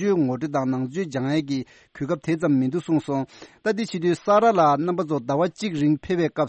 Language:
Tibetan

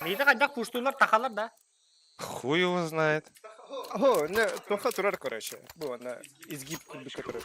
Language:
Yakut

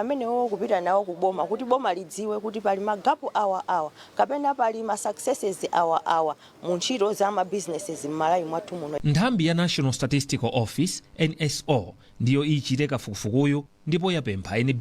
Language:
Nyanja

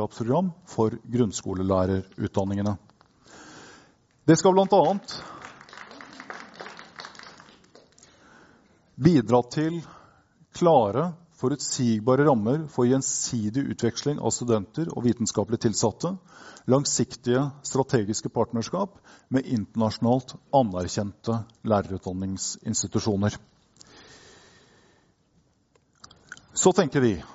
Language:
Norwegian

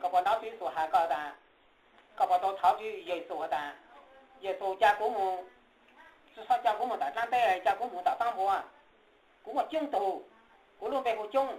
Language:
Hmong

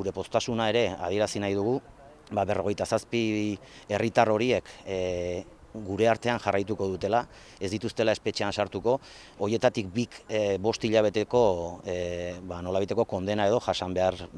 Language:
Basque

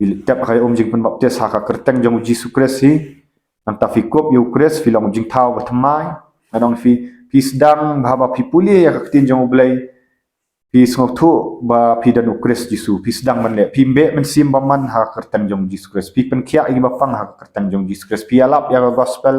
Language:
Khasi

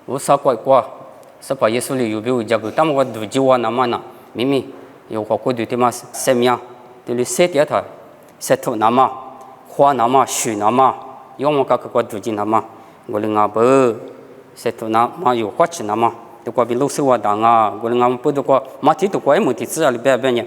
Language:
Lisu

